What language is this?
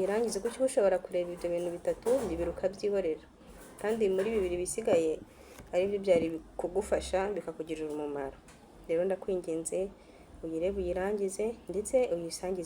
Kinyarwanda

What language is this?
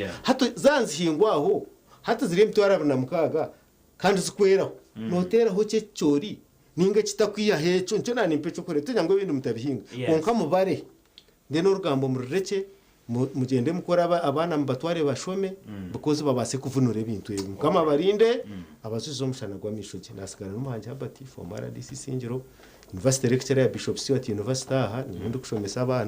Nyankole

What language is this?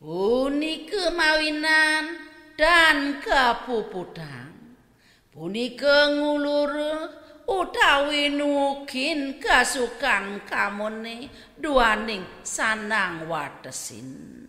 Balinese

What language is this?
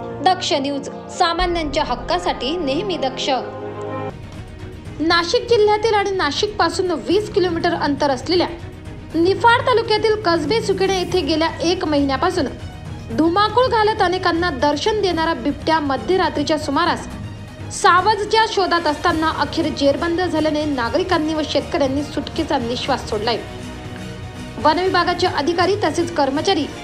Marathi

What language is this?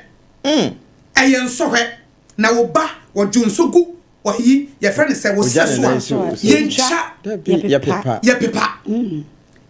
Akan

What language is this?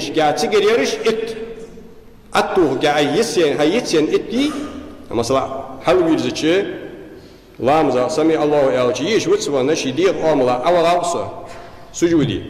Ingush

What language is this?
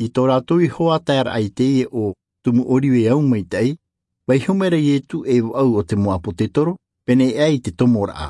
Tahitian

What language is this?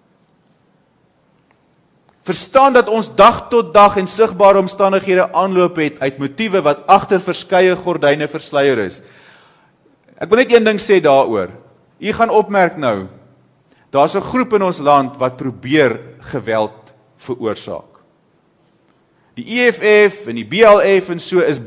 Afrikaans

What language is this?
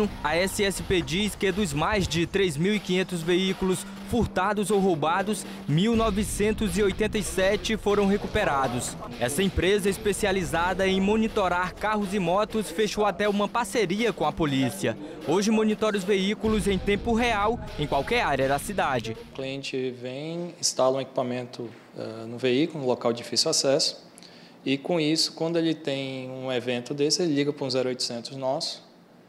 Portuguese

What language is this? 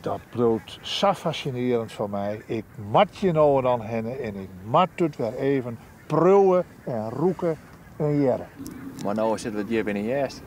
Western Frisian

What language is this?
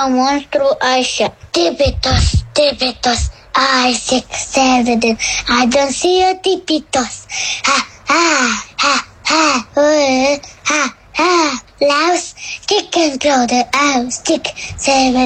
Romanian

